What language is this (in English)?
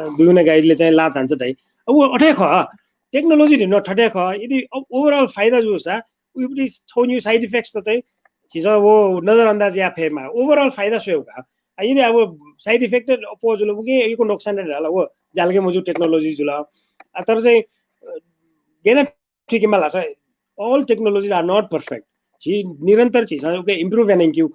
Newari